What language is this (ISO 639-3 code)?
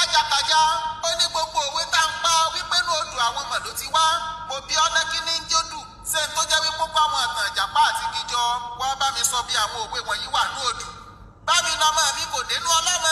yor